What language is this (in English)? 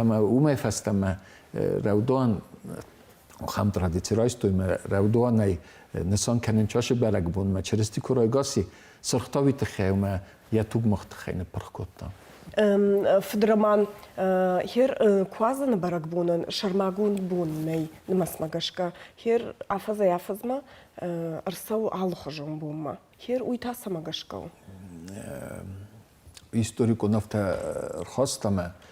Ossetic